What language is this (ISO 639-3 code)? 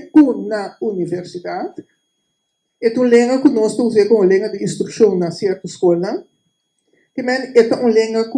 pap